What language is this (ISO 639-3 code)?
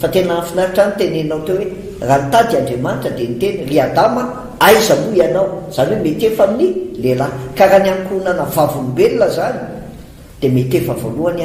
mlg